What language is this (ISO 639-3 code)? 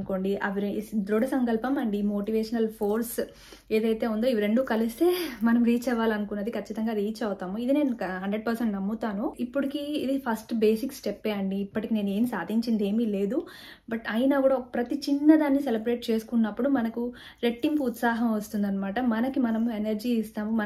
tel